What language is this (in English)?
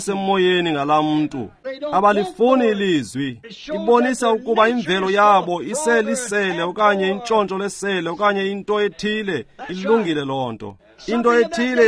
Xhosa